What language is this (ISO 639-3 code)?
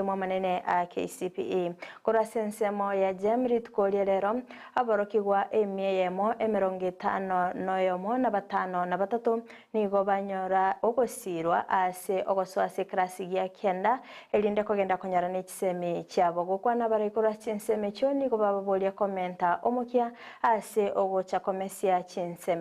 guz